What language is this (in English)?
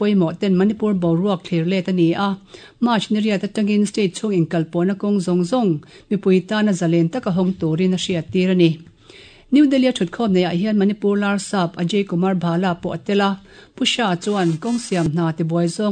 Mizo